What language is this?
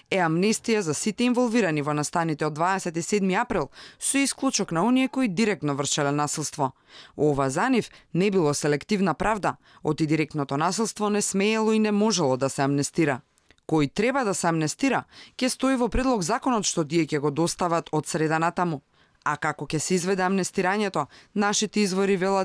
Macedonian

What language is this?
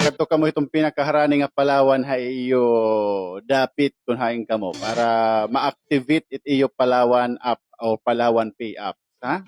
Waray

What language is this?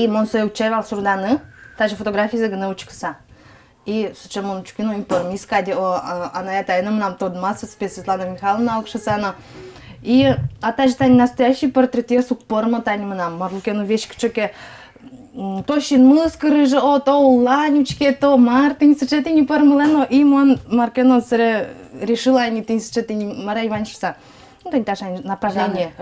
Udmurt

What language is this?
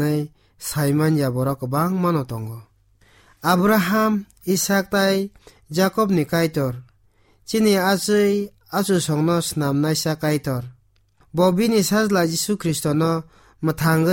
Kok Borok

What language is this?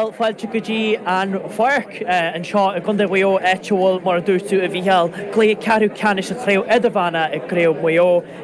Irish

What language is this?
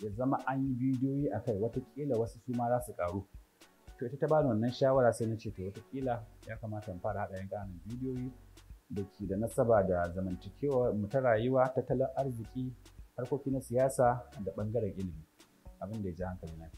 Hausa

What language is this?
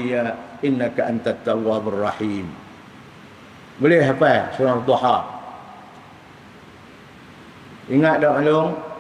Malay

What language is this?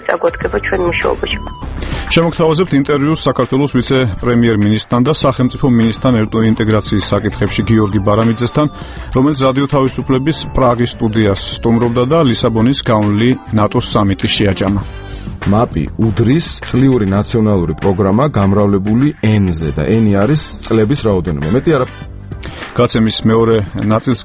Georgian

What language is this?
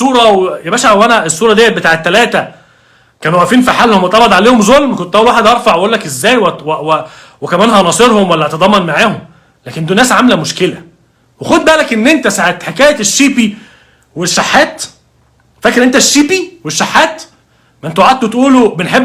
Egyptian Arabic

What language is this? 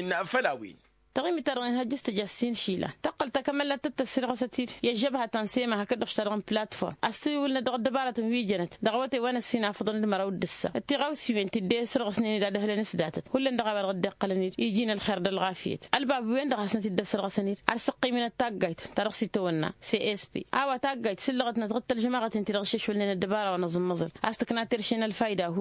Tamasheq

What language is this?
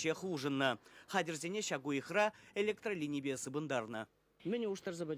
Chuvash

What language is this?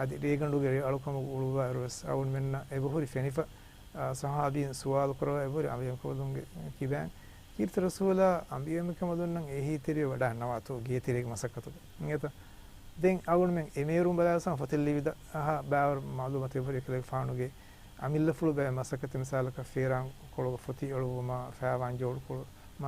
Divehi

